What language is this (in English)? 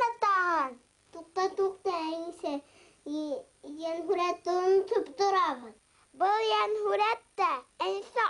Bashkir